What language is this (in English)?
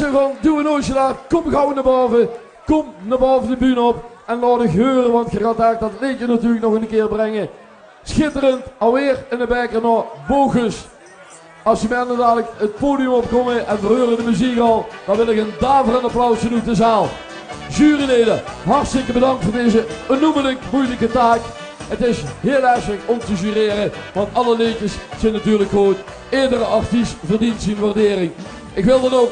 Limburgish